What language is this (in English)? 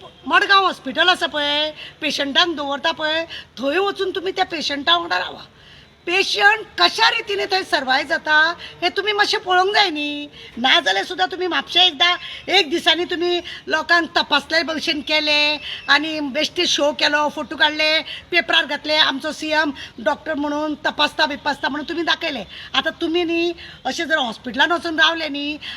Konkani